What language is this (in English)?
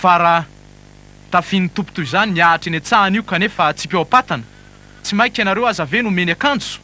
Malagasy